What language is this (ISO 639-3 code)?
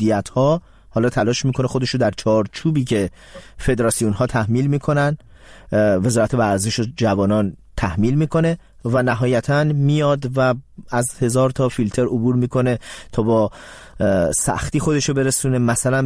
fas